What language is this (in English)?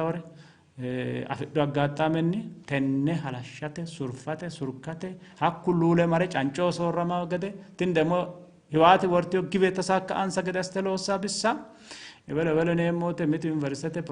Sidamo